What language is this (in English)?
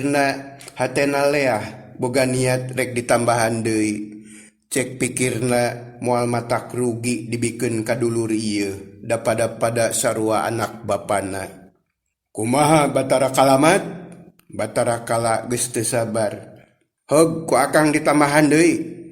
Sundanese